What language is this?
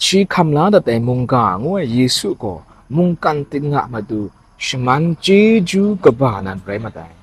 Kachin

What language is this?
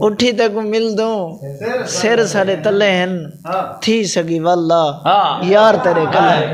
Saraiki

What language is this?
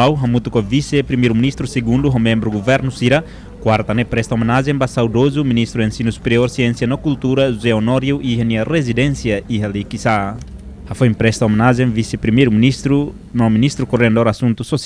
Tetum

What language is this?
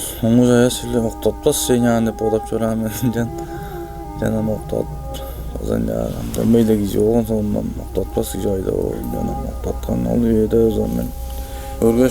Tuvinian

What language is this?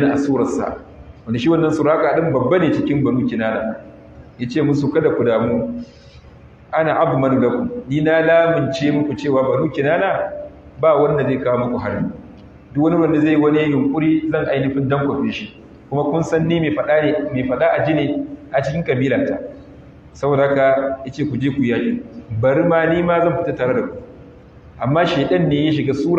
Hausa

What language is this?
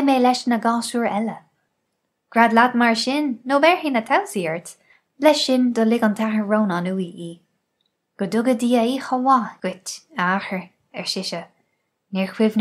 Irish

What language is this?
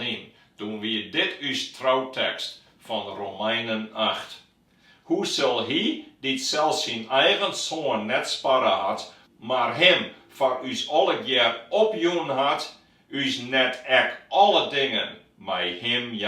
Western Frisian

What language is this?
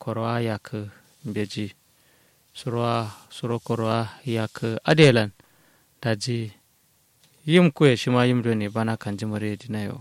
Kanuri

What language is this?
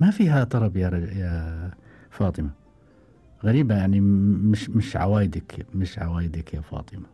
Gulf Arabic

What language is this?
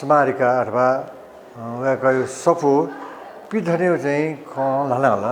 Newari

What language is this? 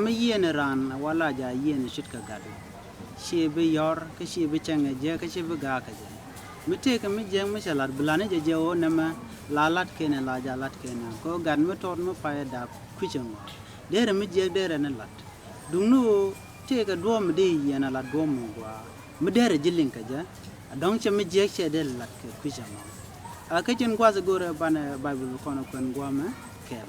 Nuer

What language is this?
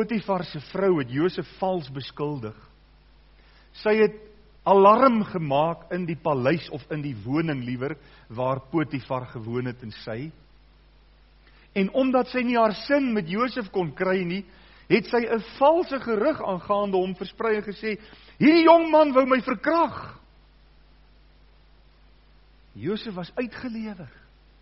Afrikaans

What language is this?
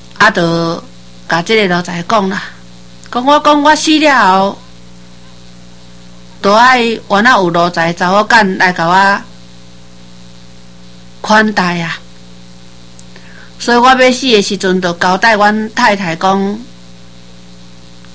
Min Nan Chinese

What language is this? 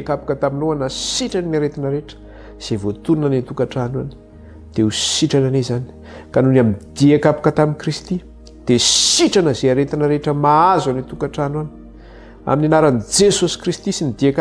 Malagasy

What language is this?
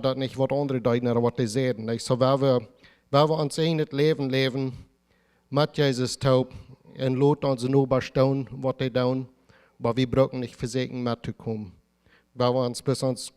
Plautdietsch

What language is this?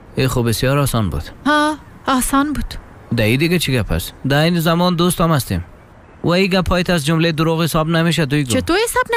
Persian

